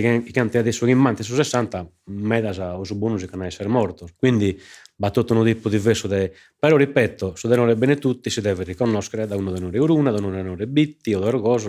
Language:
Sardinian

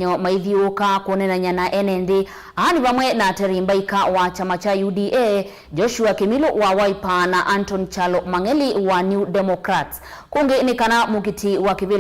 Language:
Kamba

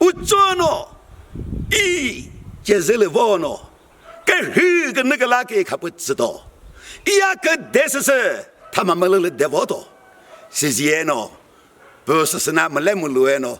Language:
Chokri Naga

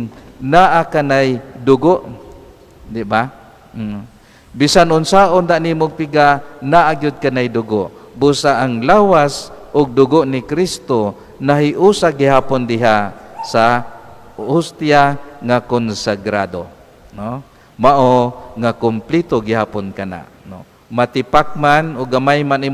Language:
Cebuano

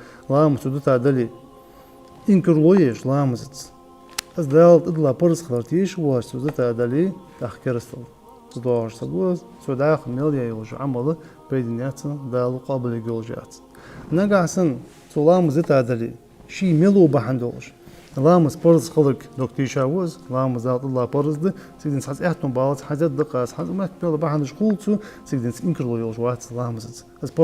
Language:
Ingush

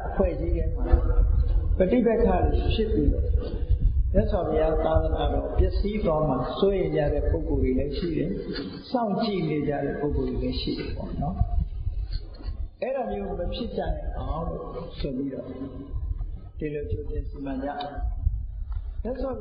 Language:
Burmese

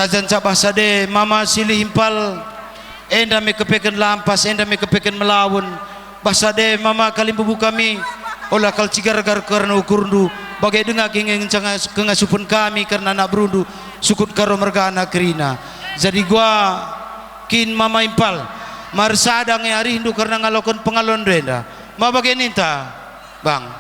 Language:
Batak Karo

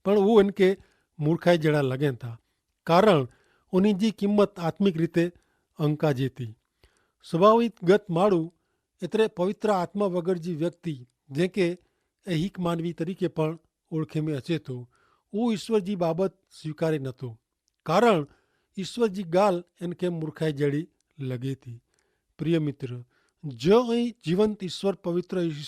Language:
Kachhi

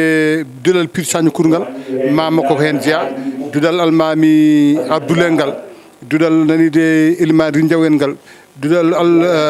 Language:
Fula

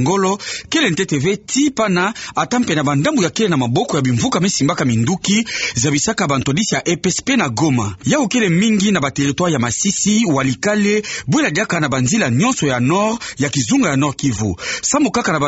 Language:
Kituba (Democratic Republic of Congo)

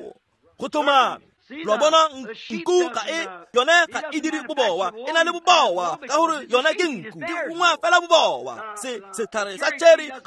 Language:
Tswana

